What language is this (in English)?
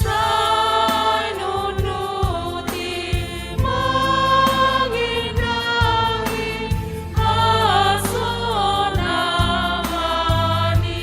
Batak Simalungun